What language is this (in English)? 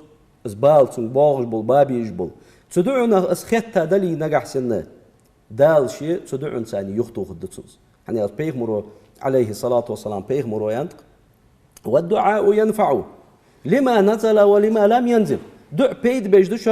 Ingush